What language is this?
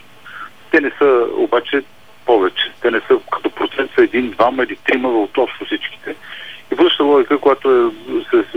Bulgarian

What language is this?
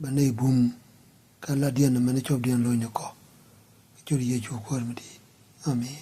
Nuer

